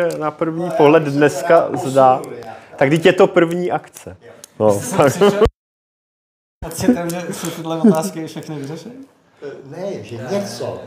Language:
Czech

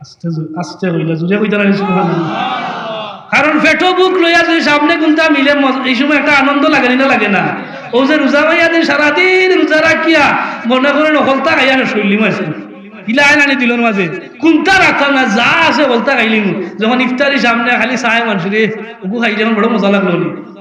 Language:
Sylheti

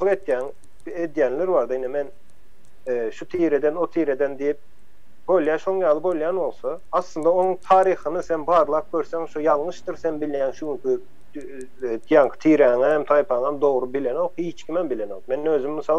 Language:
Turkmen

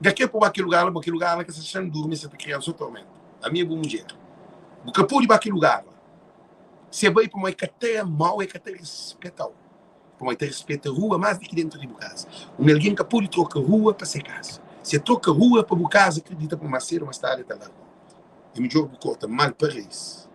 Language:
Kabuverdianu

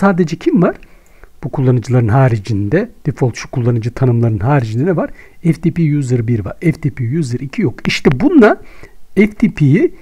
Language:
Turkish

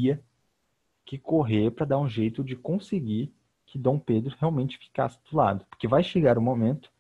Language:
Portuguese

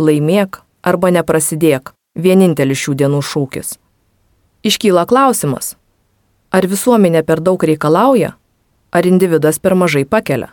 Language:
Lithuanian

